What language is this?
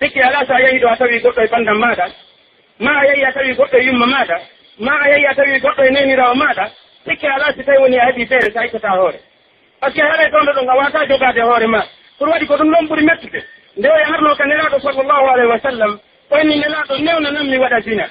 Pular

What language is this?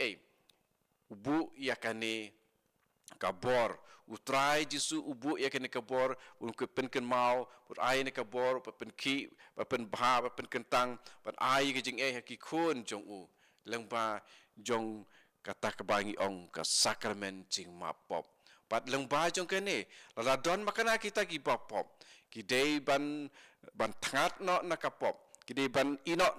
Khasi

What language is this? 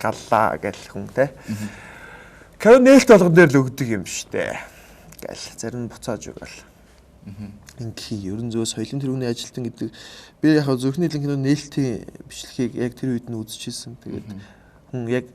Mongolian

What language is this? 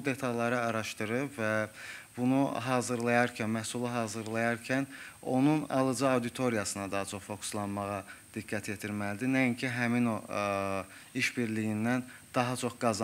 Azerbaijani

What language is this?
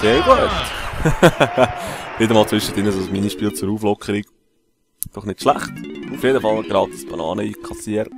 Swiss German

